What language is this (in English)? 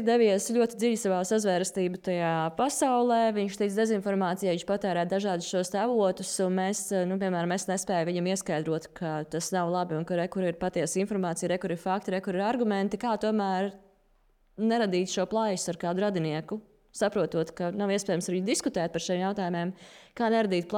Latvian